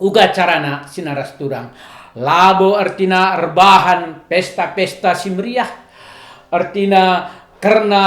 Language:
Batak Karo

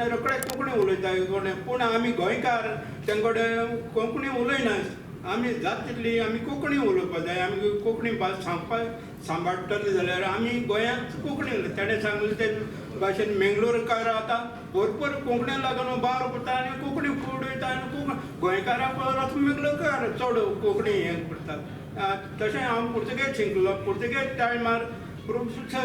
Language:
Konkani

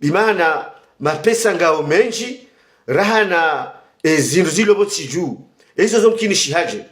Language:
Ngazidja Comorian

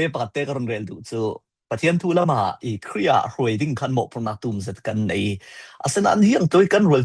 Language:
Falam Chin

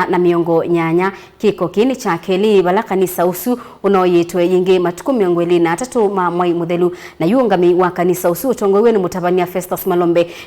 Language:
Kamba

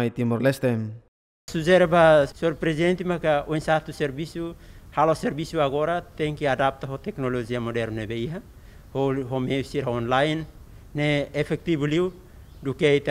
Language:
Tetum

